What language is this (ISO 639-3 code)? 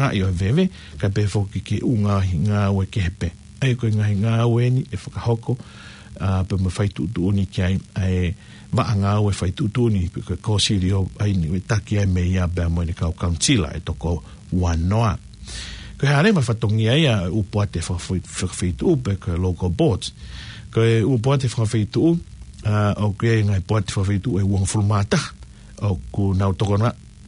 ton